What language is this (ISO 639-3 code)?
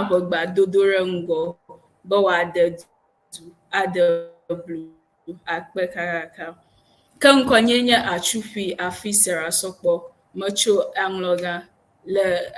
ewe